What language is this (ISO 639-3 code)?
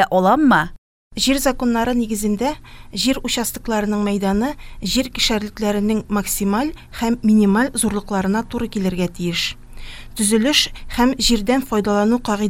tat